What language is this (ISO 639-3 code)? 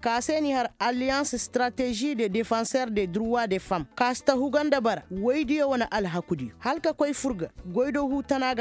ses